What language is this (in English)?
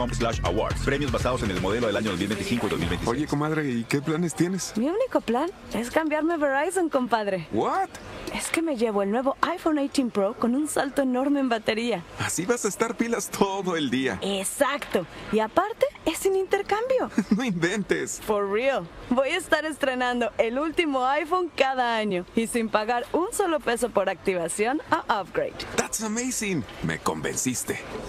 Spanish